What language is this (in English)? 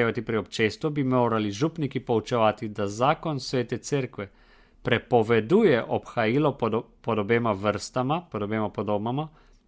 Slovenian